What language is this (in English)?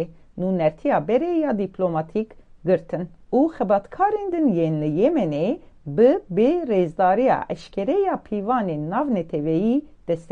Kurdish